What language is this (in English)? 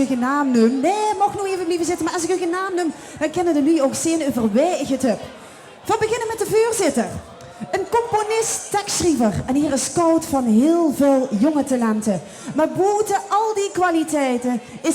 Limburgish